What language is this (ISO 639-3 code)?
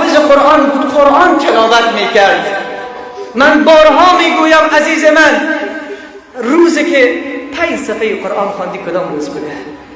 fas